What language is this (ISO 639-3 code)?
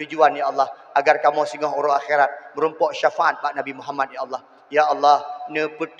ace